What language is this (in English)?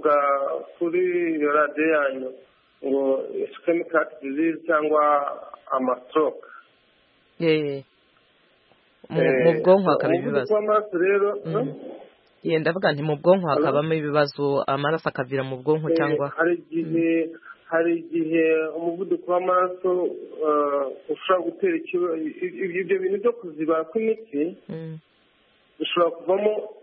Kinyarwanda